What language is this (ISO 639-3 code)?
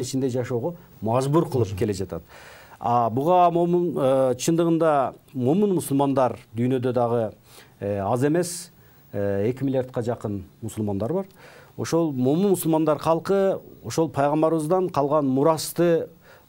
kir